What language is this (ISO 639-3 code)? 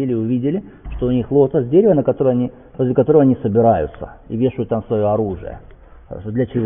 rus